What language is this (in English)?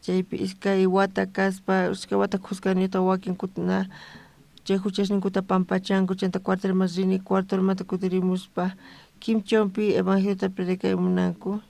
South Bolivian Quechua